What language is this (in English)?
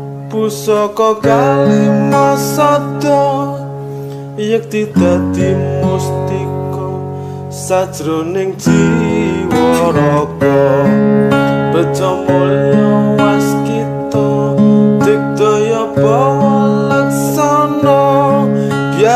Javanese